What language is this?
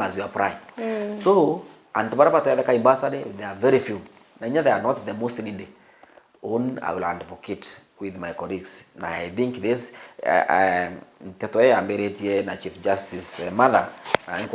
Meru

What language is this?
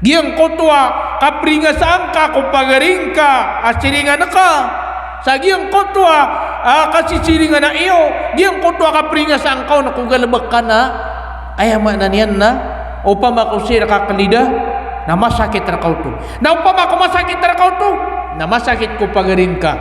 Maranao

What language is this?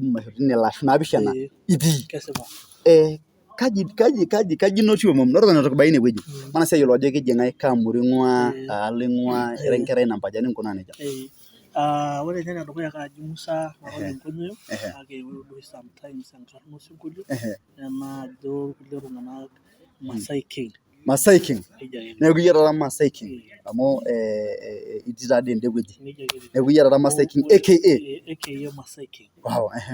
Masai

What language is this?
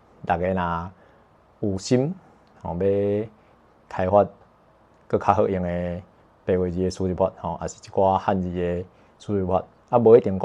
Min Nan Chinese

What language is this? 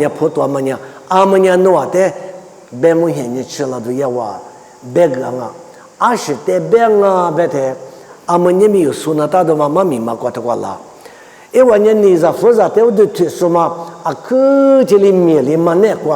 Lisu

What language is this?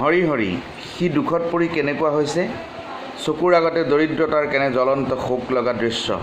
Assamese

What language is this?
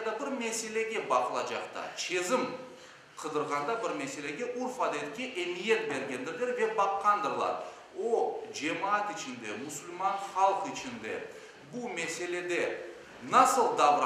Crimean Tatar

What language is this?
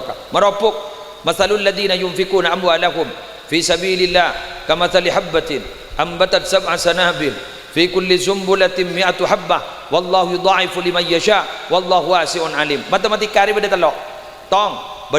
Madurese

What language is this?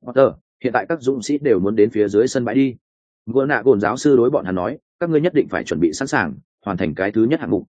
Vietnamese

